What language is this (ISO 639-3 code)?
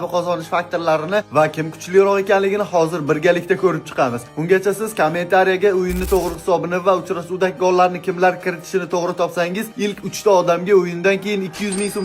uzb